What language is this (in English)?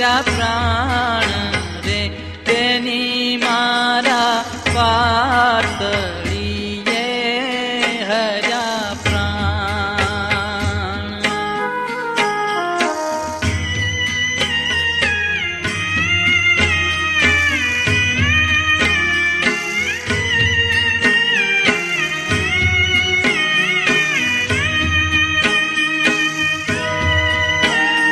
Gujarati